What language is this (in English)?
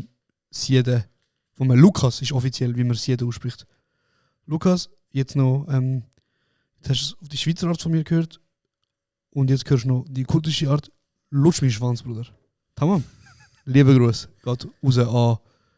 Swiss German